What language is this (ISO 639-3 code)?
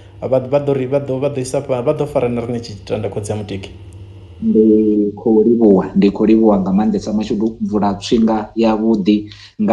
ven